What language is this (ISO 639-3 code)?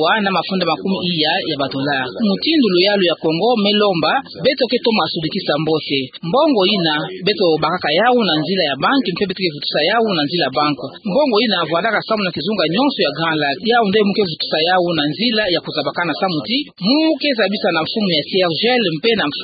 ktu